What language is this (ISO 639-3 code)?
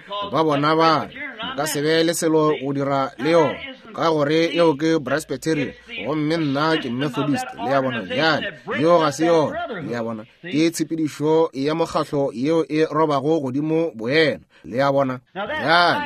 nso